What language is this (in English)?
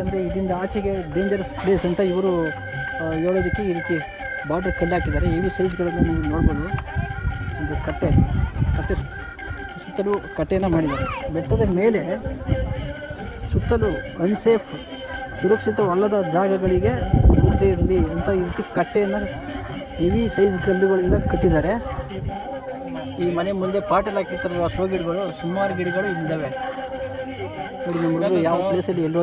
Kannada